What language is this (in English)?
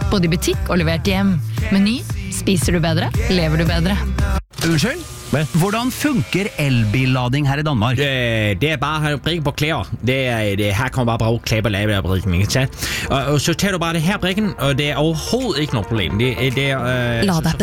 Norwegian